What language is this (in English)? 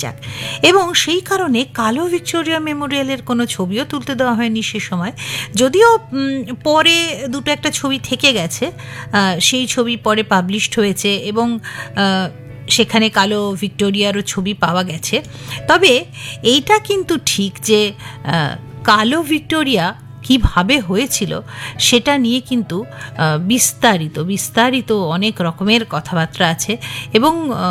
Bangla